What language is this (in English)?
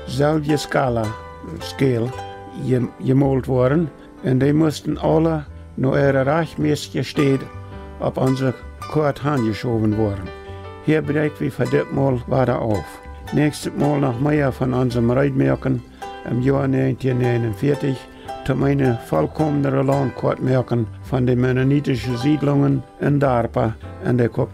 Plautdietsch